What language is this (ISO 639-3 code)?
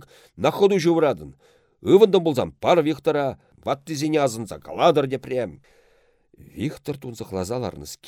chv